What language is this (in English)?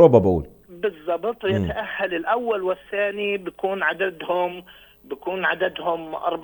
North Levantine Arabic